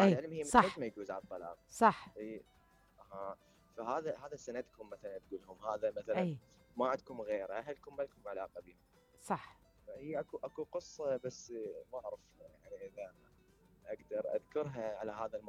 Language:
Mesopotamian Arabic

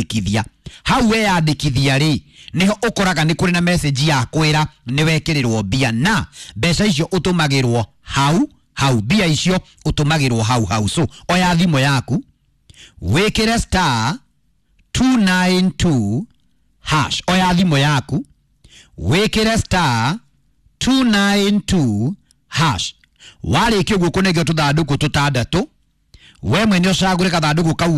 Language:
Kikuyu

